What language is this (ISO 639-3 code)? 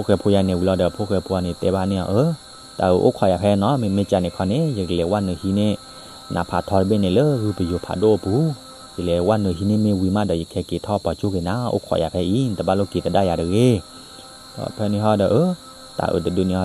ksw